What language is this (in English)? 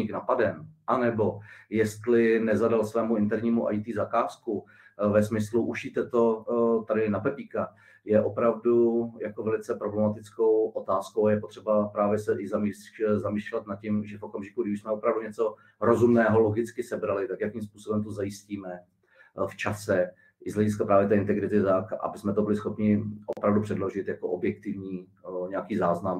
Czech